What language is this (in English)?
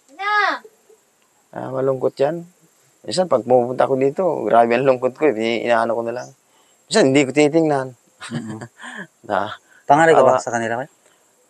Filipino